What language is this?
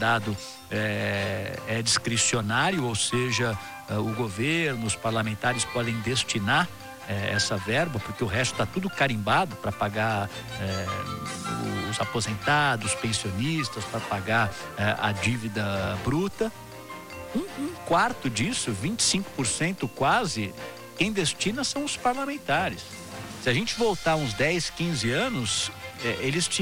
Portuguese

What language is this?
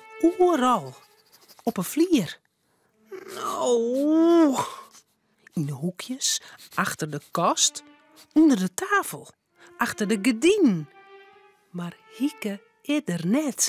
Western Frisian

